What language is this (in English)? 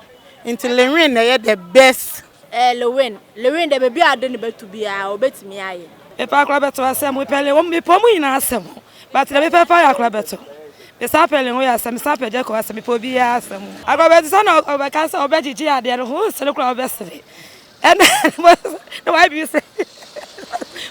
Akan